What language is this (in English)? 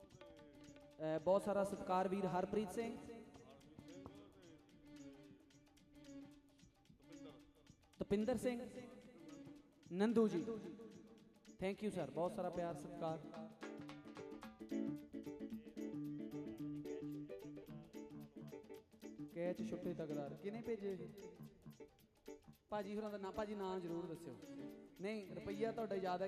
Punjabi